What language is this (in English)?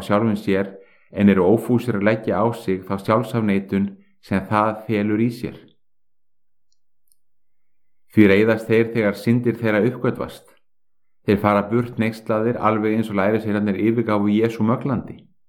Icelandic